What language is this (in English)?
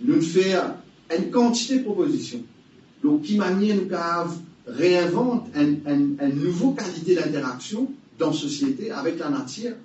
Morisyen